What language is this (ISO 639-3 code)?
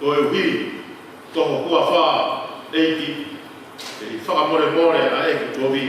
ton